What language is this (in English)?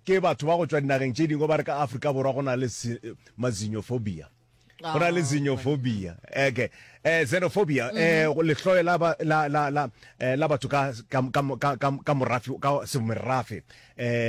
Northern Sotho